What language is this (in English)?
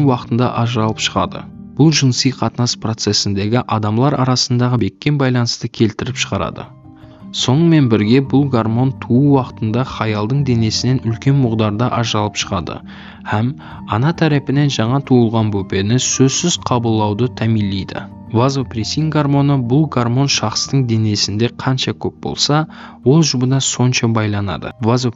Kara-Kalpak